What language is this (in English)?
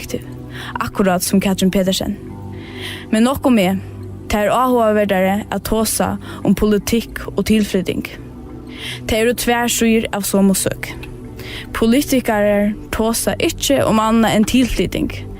Faroese